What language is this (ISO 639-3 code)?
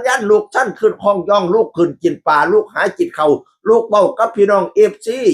tts